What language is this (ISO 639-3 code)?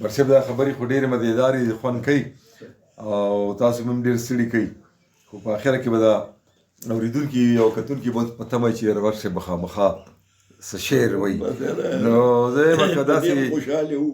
pus